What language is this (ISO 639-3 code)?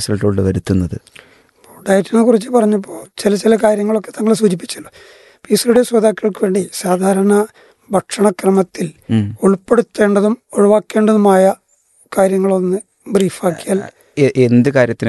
mal